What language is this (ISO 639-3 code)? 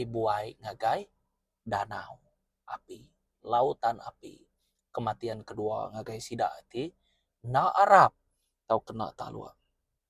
iba